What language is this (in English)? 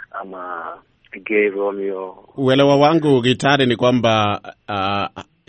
Swahili